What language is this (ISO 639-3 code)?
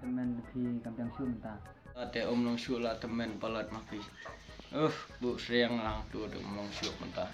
kha